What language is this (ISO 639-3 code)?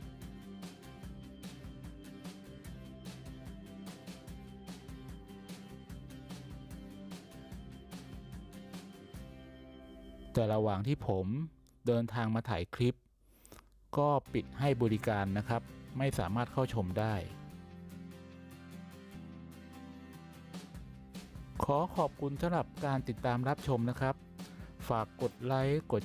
tha